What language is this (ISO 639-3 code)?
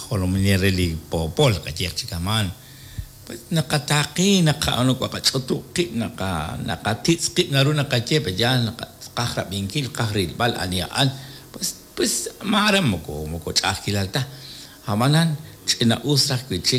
kek